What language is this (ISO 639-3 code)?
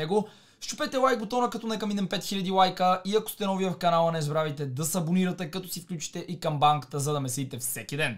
bul